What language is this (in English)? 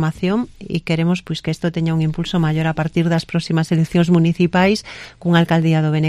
Galician